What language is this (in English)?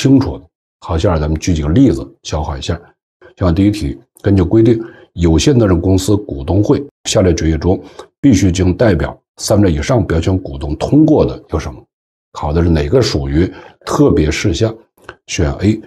Chinese